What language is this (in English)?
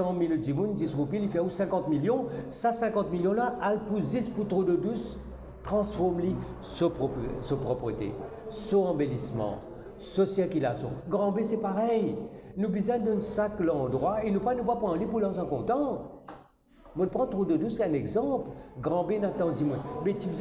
Morisyen